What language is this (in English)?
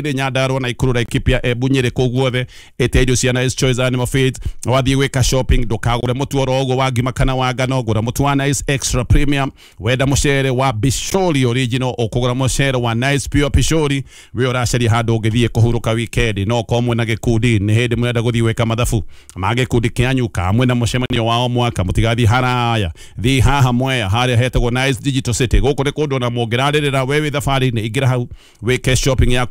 Kikuyu